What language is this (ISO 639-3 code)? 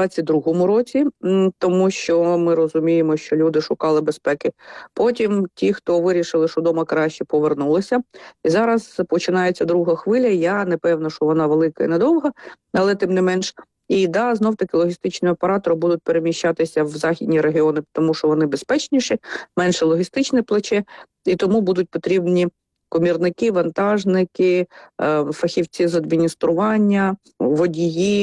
ukr